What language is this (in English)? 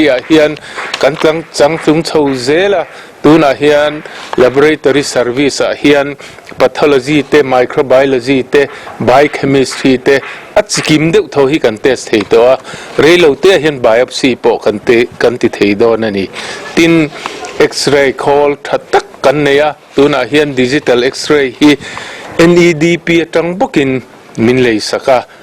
Mizo